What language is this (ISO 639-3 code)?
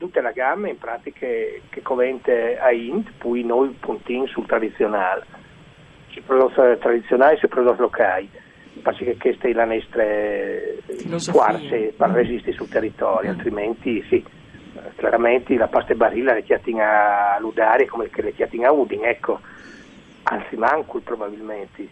fur